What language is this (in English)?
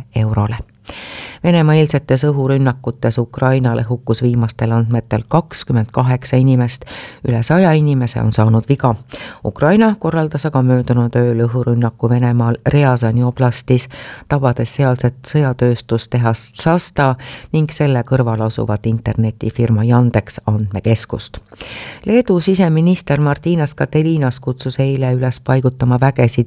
Estonian